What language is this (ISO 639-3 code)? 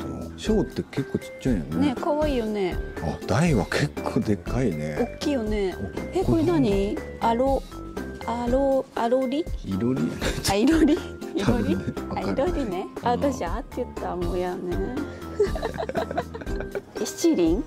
jpn